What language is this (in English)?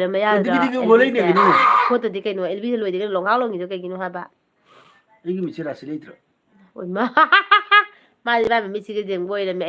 Manipuri